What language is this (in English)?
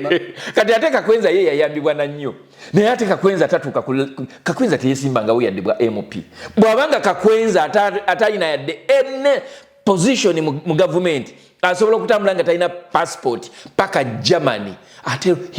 Ganda